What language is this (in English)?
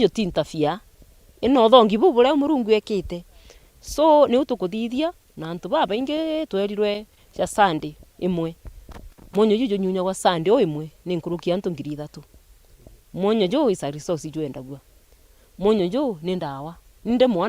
Meru